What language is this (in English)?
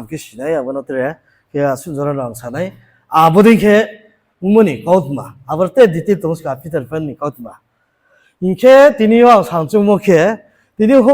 Riang (India)